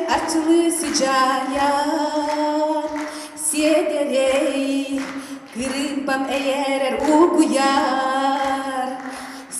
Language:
Yakut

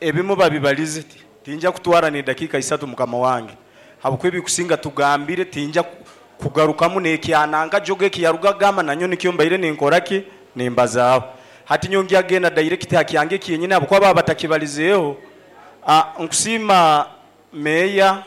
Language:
Nyoro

